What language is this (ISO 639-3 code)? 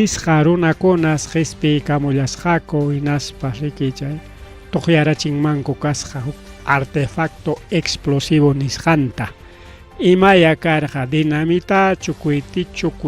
quy